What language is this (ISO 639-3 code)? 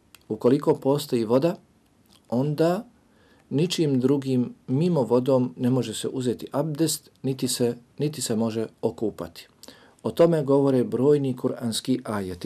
bos